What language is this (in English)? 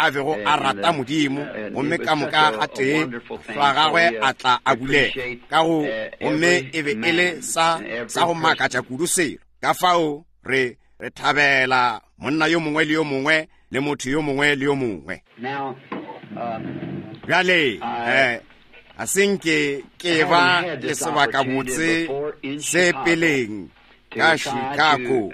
Northern Sotho